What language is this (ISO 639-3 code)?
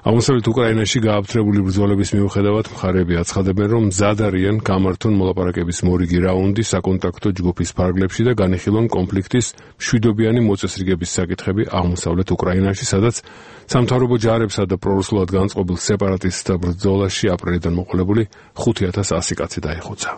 kat